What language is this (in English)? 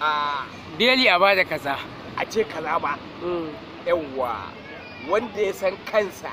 Hausa